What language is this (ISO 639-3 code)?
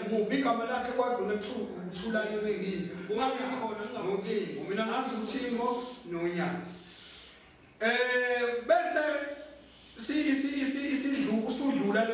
zul